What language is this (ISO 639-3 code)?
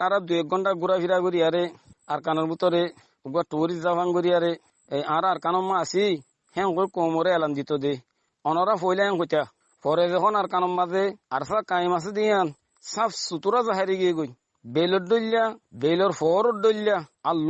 rhg